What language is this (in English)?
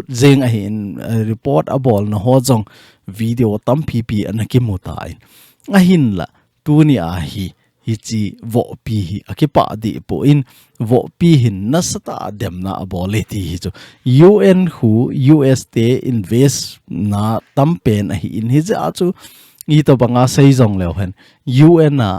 Thado Chin